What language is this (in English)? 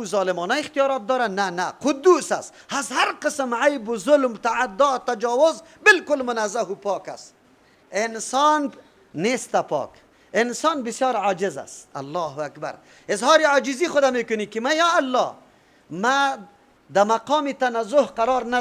Persian